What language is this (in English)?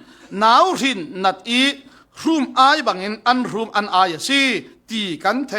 Falam Chin